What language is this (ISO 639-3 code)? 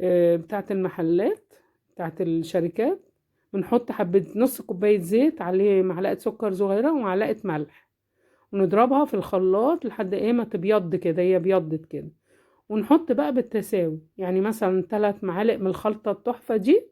arz